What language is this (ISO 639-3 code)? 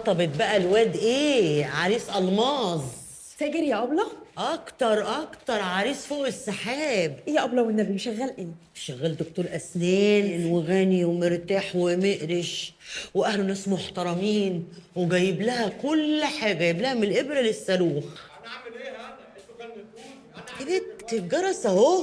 arz